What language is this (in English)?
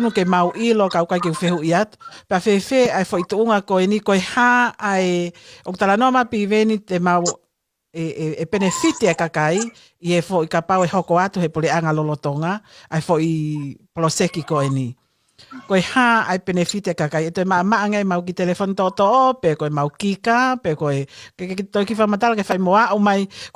Tongan